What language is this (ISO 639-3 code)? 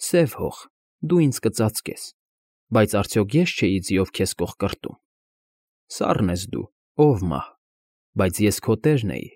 hye